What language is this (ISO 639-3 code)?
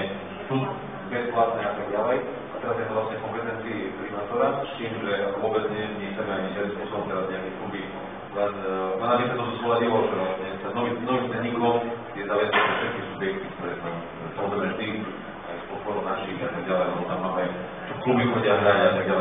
slk